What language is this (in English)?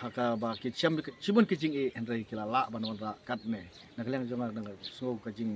Khasi